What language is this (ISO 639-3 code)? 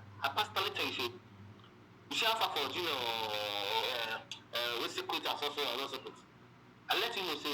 pcm